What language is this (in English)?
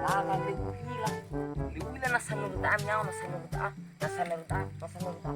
Nias